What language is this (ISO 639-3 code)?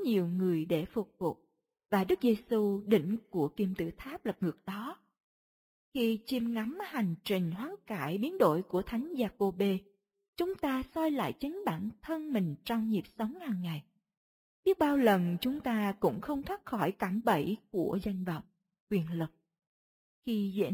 vie